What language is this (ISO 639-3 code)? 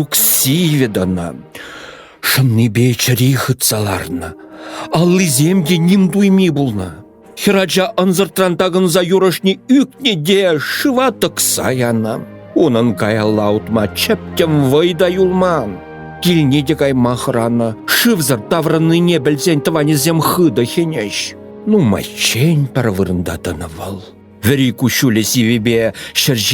chv